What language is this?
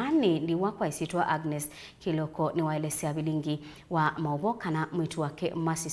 Kamba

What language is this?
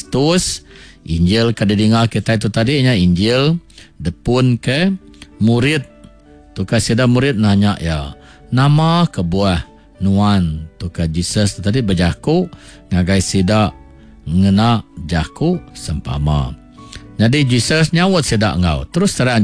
Iban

